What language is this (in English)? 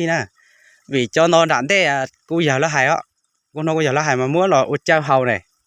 Hmong